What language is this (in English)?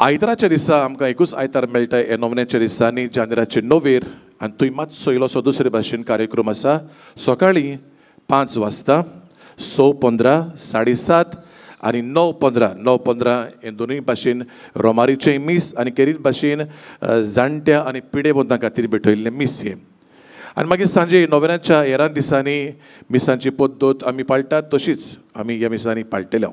Konkani